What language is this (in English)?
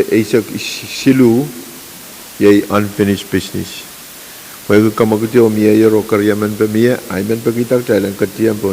Pohnpeian